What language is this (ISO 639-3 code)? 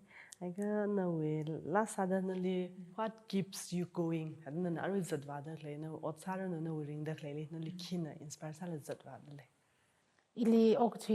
nmf